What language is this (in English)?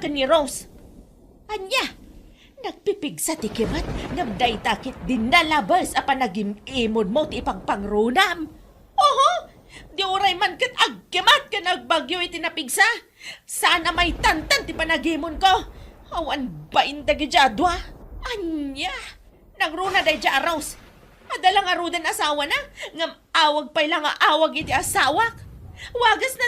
Iloko